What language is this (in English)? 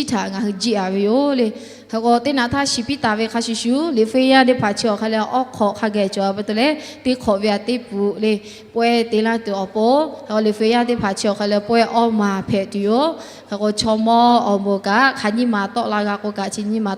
Lahu